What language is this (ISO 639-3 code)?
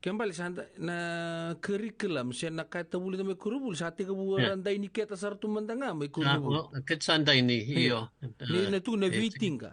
fij